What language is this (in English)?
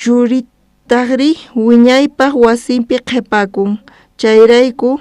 South Bolivian Quechua